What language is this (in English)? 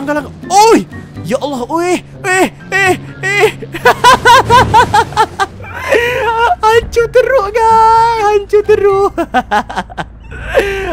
Malay